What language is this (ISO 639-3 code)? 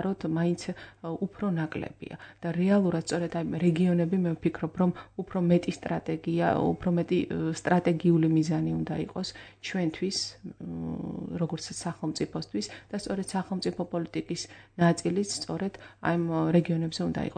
kat